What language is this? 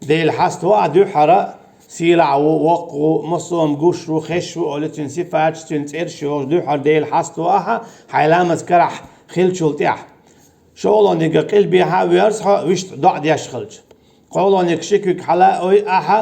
Chechen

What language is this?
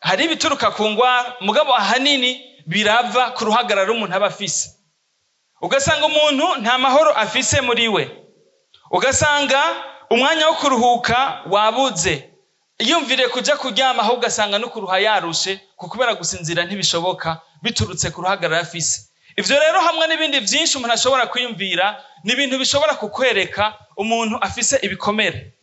Rundi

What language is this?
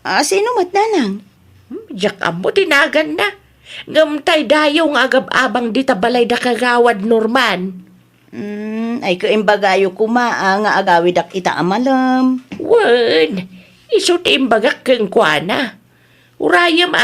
Iloko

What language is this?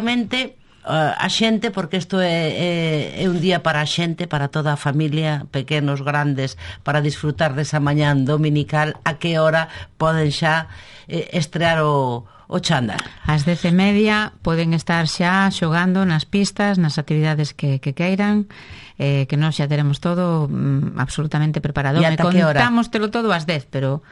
Galician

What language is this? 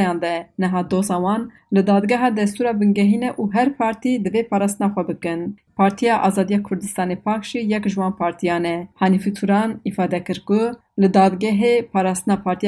Kurdish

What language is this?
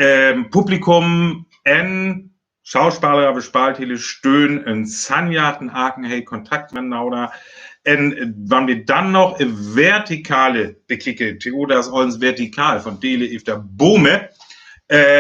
Northern Frisian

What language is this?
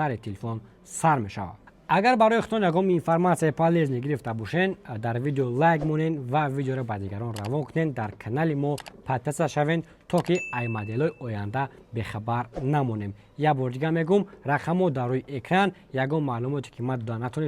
Tajik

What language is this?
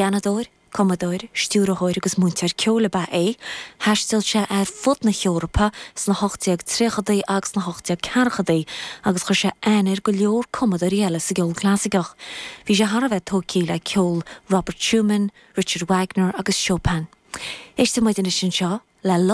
Irish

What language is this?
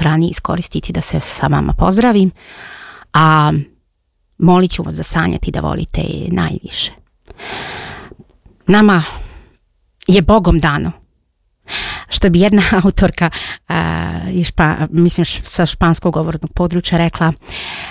Bosnian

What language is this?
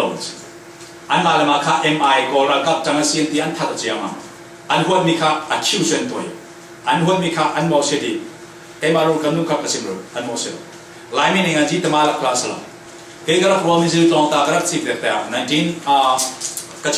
Falam Chin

